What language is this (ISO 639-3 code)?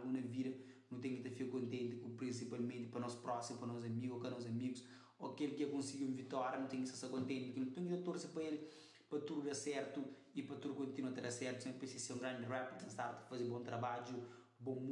kea